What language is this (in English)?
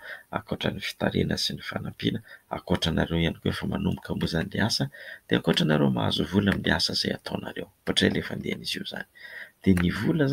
Malagasy